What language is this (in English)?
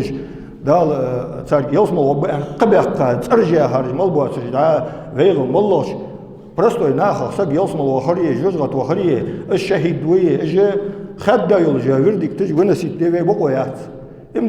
Ingush